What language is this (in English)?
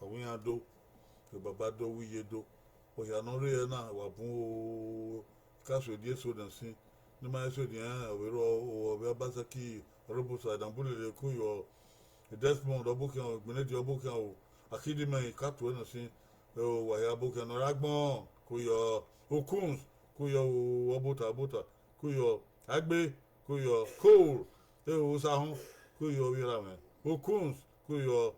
Bini